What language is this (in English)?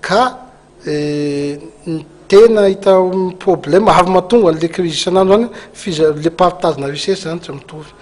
Malagasy